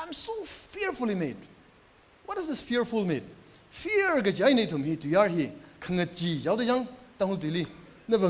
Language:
Tangkhul Naga (India)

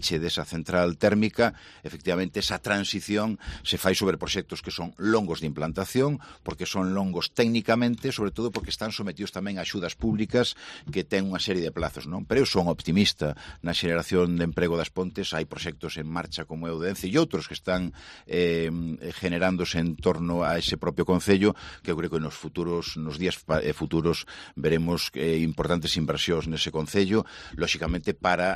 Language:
Galician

